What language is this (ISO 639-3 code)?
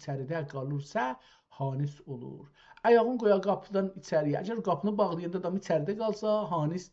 azb